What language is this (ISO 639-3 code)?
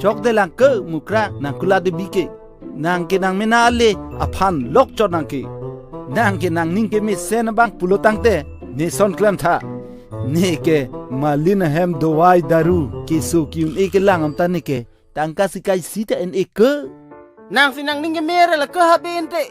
mjw